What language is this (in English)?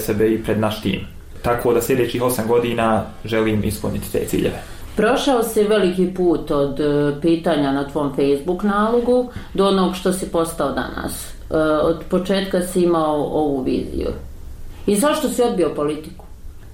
Bosnian